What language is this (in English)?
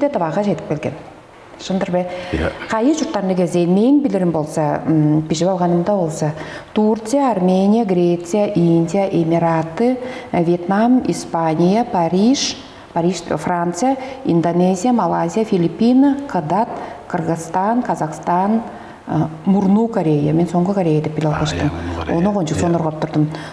Tuvinian